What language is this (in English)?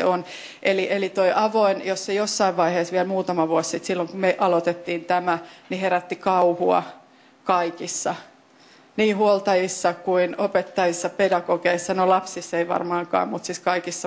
Finnish